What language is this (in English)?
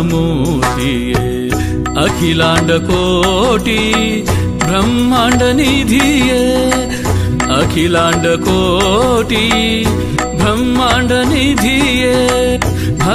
Kannada